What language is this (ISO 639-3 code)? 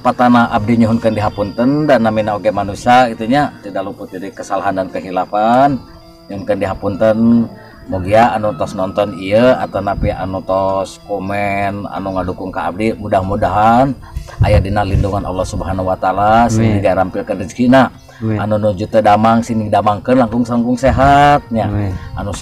sun